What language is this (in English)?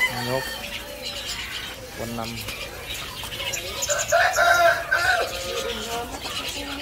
Vietnamese